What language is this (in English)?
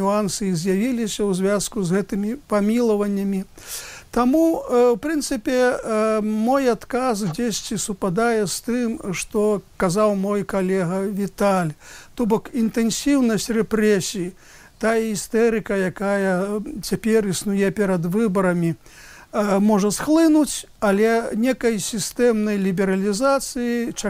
Belarusian